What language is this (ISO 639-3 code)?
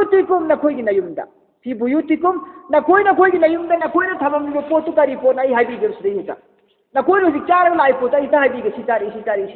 mni